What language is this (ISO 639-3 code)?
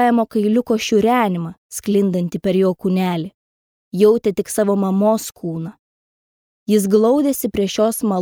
lit